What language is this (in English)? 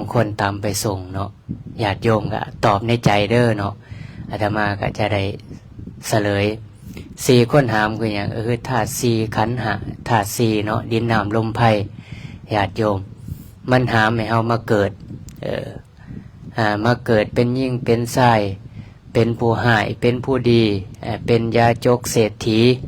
Lao